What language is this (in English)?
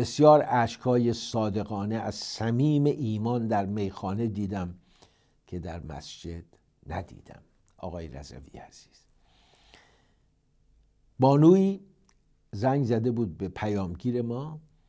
Persian